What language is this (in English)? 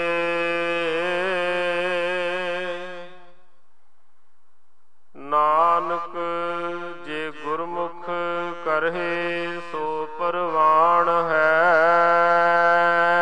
Punjabi